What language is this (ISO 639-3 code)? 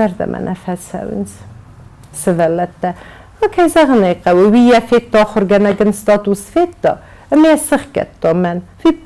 oss